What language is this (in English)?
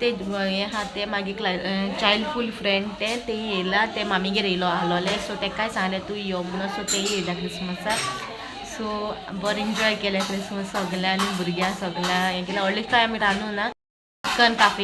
Konkani